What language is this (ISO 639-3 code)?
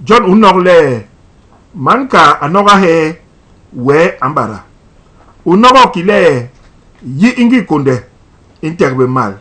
bas